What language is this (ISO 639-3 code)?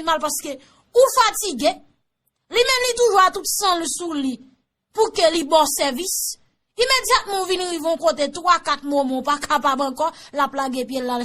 hat